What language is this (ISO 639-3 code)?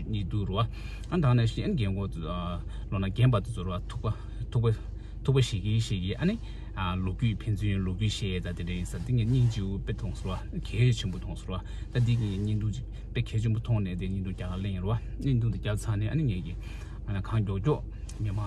bod